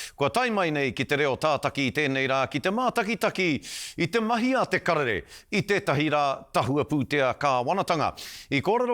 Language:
Māori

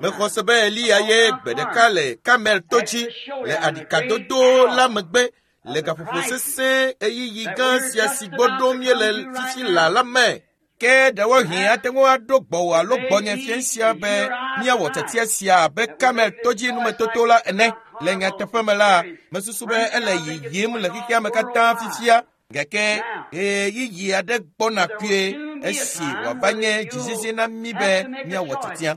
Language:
Ewe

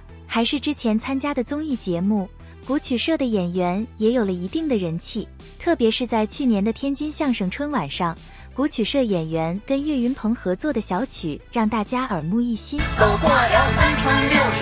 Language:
Chinese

